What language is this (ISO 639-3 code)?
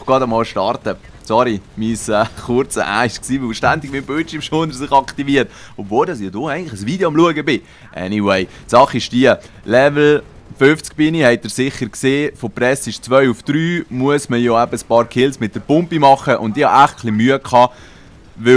gsw